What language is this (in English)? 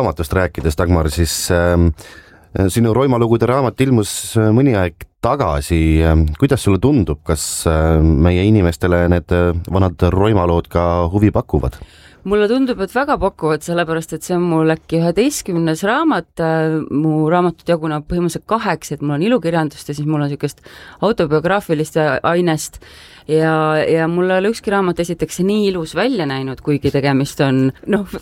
Estonian